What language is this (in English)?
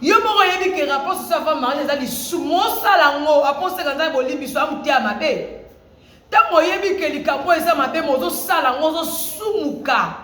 Lingala